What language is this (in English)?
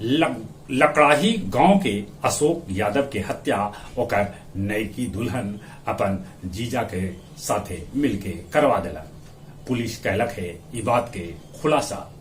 Magahi